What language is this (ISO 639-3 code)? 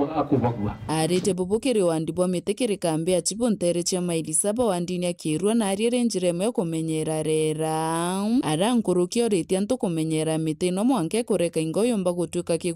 mer